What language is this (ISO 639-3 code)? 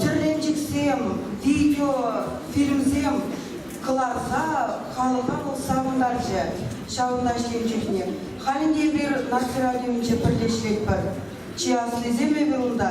chv